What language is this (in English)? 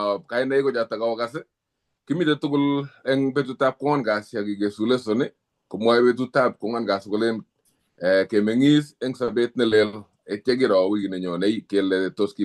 Kalenjin